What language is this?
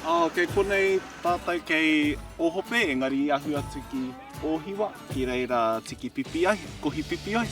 Māori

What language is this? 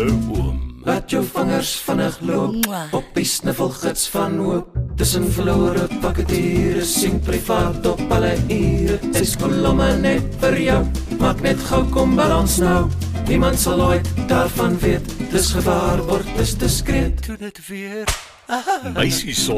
Afrikaans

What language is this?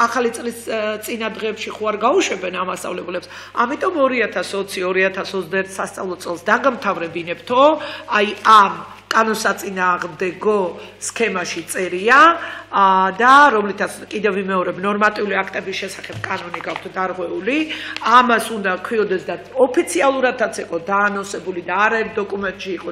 Georgian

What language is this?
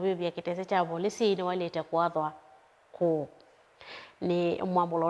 Kamba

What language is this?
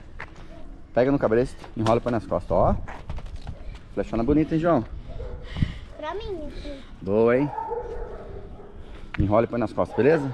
Portuguese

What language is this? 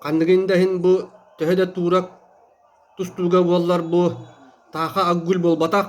Yakut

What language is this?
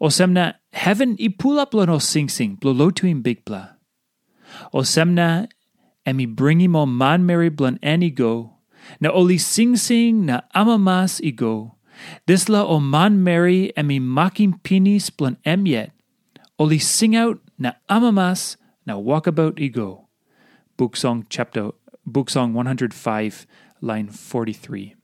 Tok Pisin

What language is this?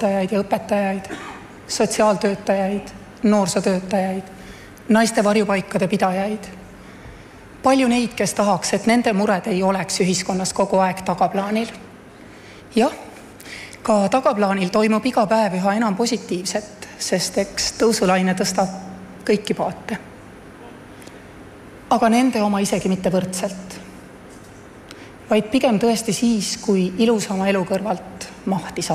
Estonian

